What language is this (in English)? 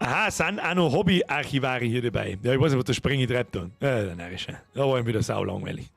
Bavarian